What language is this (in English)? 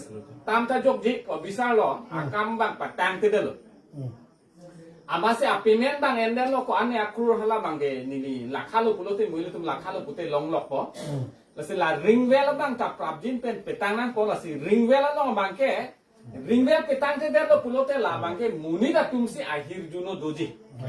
Karbi